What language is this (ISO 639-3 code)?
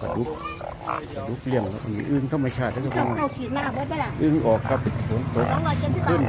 tts